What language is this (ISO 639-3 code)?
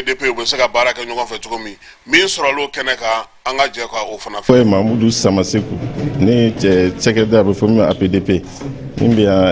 bam